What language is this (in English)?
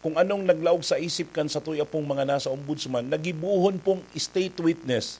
Bikol